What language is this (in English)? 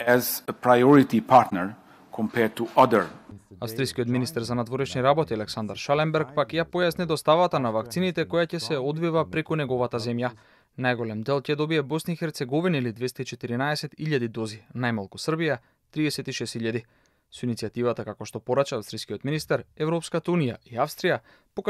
Macedonian